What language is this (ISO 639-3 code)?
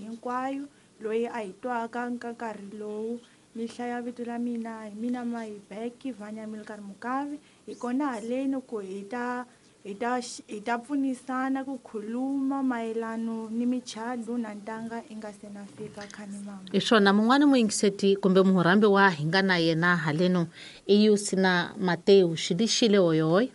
tso